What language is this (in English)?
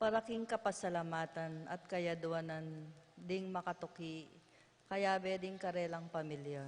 Pampanga